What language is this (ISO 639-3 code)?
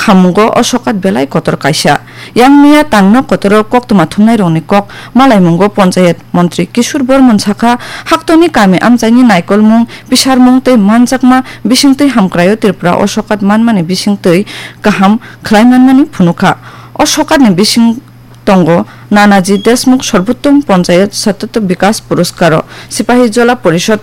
trp